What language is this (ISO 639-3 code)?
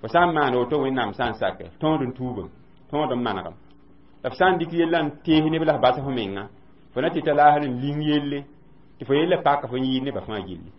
mos